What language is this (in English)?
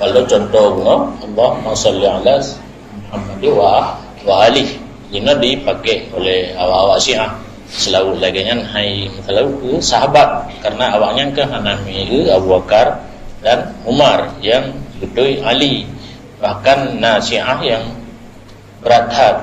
Achinese